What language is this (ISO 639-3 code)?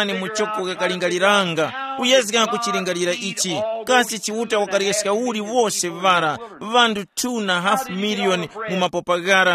tum